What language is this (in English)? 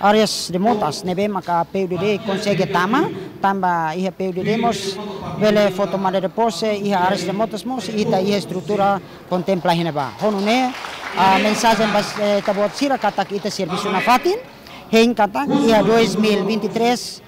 Tetum